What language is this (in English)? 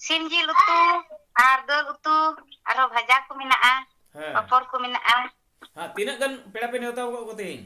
Santali